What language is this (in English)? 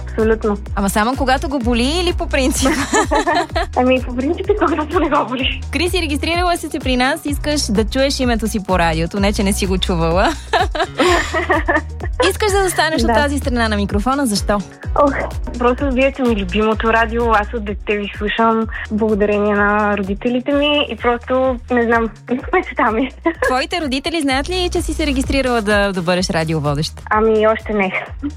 Bulgarian